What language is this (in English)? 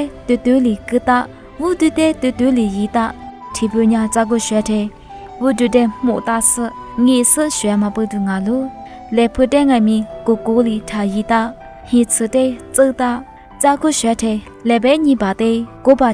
Lisu